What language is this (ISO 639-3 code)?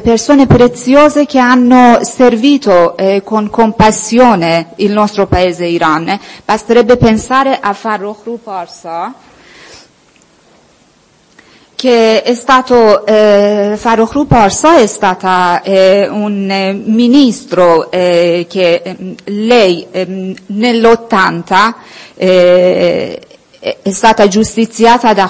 ita